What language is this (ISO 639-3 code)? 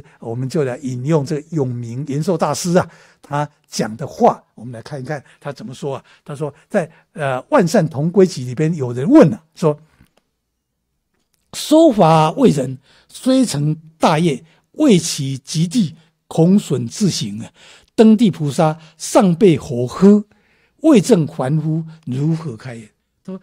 zho